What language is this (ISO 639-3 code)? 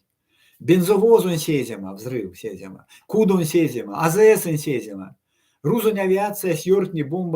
myv